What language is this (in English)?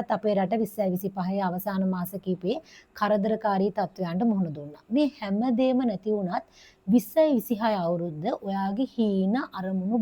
Sinhala